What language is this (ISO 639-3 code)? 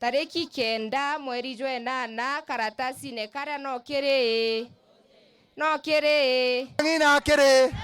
mer